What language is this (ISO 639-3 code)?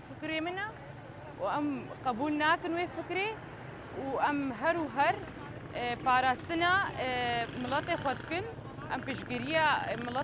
kur